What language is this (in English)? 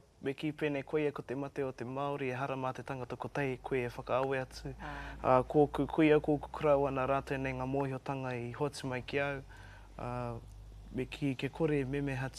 Māori